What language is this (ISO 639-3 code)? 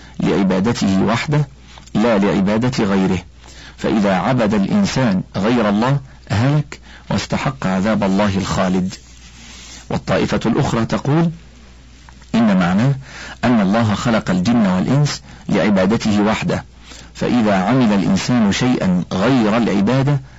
ara